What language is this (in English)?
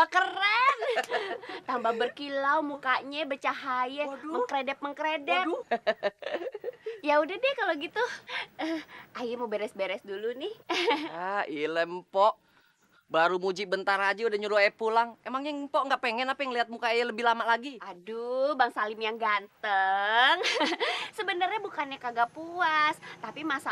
Betawi